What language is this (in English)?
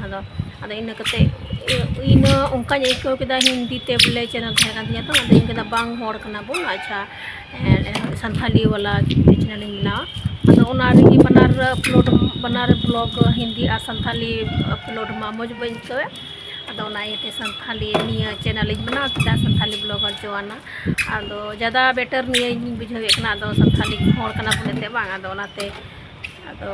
Santali